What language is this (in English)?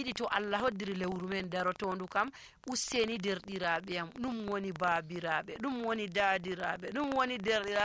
Nigerian Fulfulde